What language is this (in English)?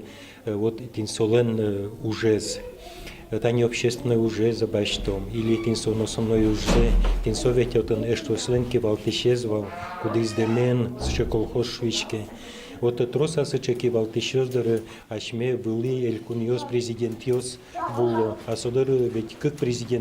Udmurt